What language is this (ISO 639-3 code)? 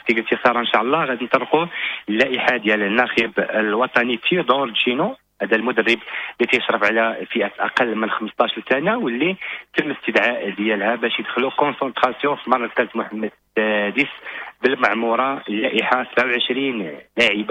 ary